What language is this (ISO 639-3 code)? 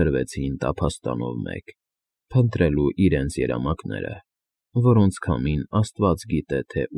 hye